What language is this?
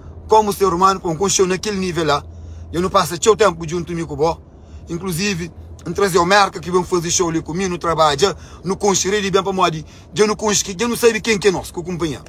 Kabuverdianu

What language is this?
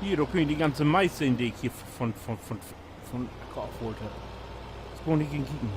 Low German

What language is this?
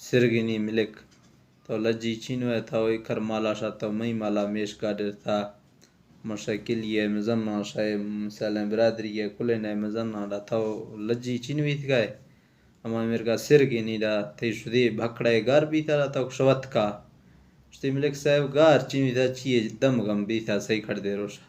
Baluchi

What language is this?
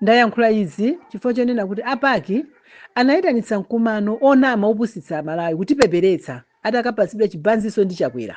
Nyanja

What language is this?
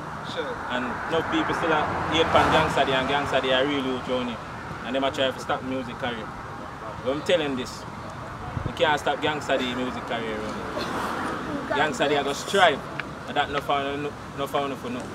Jamaican Creole English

